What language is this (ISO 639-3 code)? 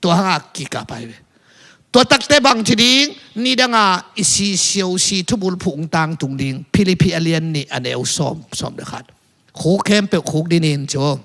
ctd